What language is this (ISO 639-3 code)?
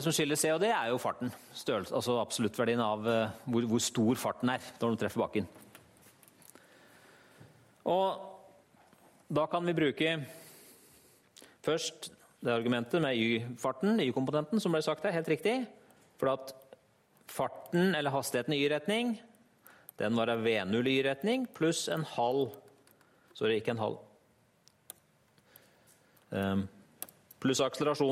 nor